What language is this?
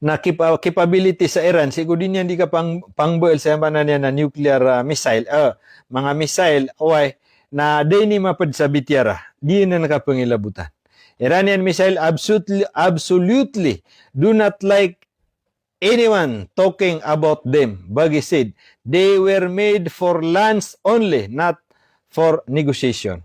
Maranao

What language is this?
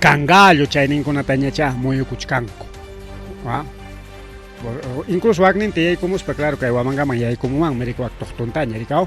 Ayacucho Quechua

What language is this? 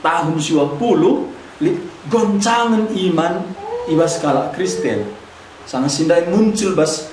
Batak Karo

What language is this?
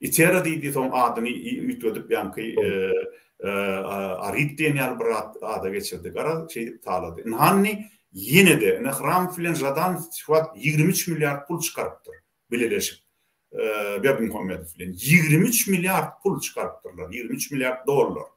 Turkmen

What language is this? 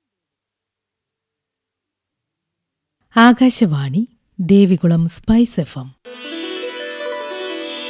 Malayalam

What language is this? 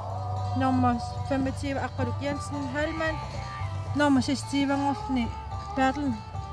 Kalaallisut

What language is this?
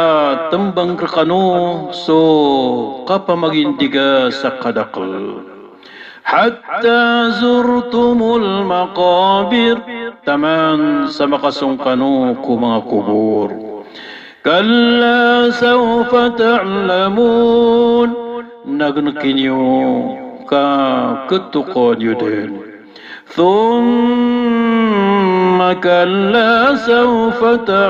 Maranao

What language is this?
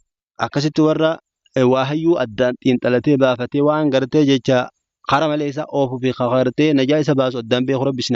Oromo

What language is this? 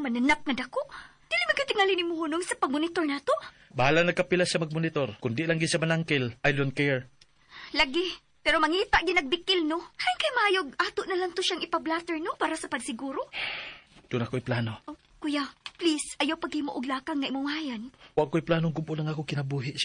Cebuano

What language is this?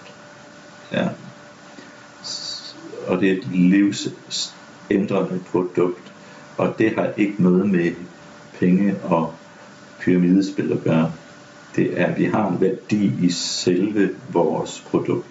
Danish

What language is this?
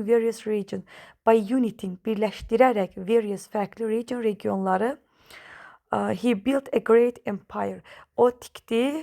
Azerbaijani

